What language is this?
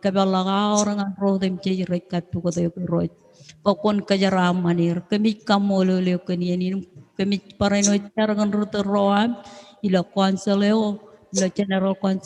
Marshallese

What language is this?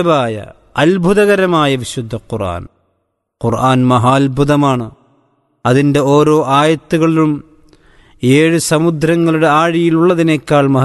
Malayalam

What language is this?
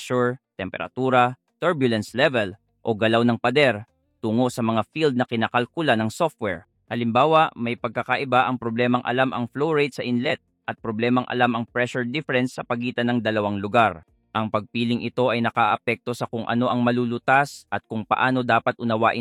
Filipino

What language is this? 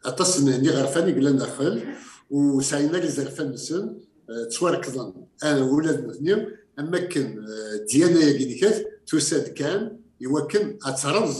Kabyle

